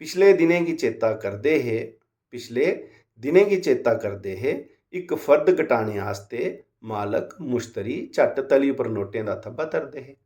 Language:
Dogri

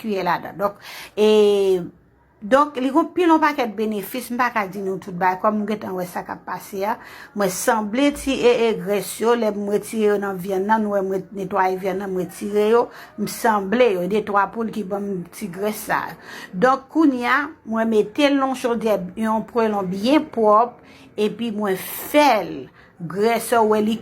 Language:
Haitian Creole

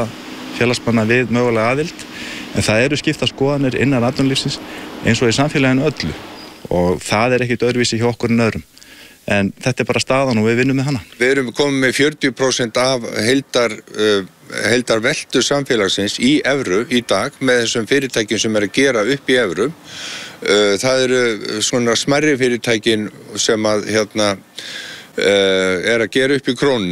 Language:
Icelandic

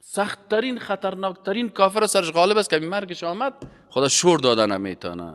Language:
Persian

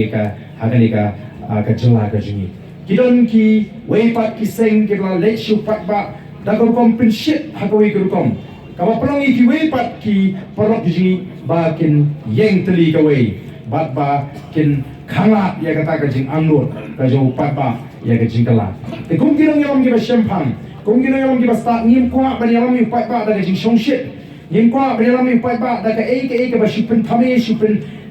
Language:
Khasi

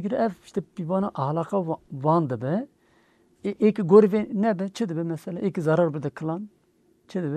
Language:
Kurdish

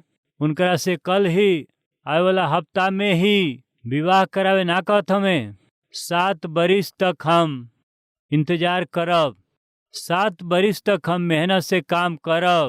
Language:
Bhojpuri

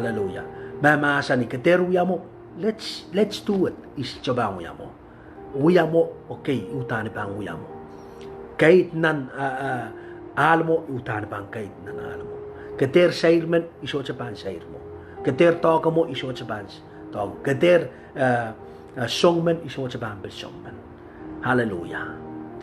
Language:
Pohnpeian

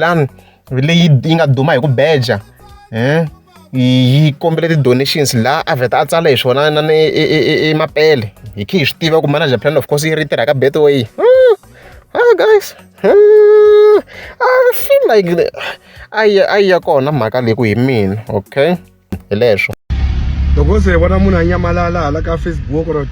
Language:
Tsonga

